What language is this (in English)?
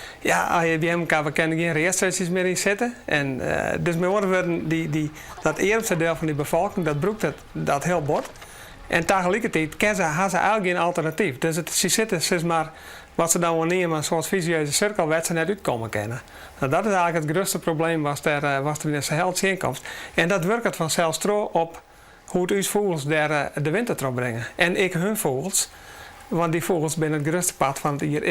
Western Frisian